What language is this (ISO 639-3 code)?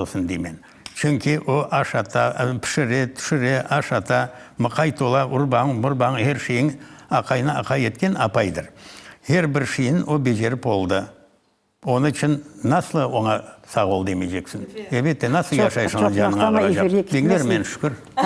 crh